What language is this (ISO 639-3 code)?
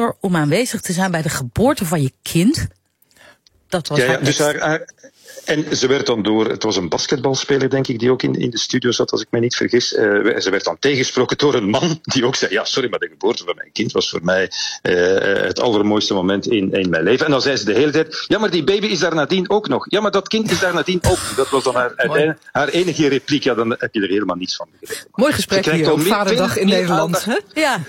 nld